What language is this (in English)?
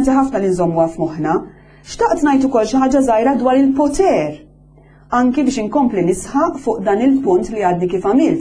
Maltese